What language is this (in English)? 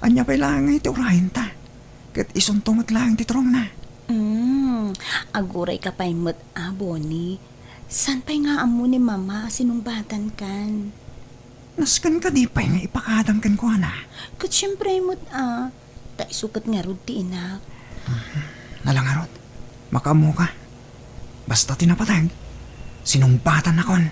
Iloko